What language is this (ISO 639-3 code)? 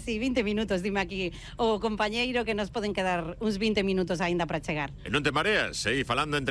glg